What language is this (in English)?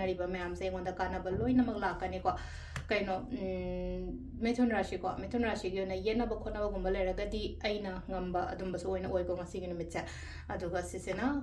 Manipuri